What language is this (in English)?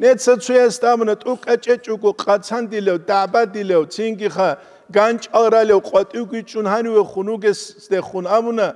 Avaric